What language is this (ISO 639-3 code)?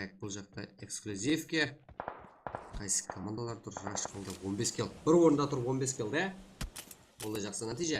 kaa